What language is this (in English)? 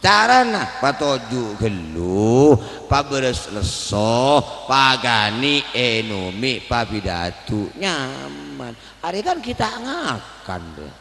Madurese